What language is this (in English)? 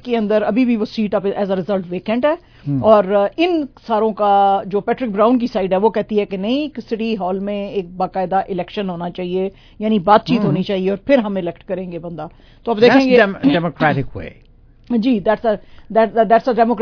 Urdu